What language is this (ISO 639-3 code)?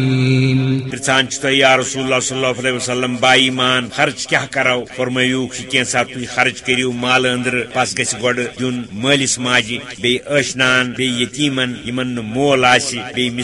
kas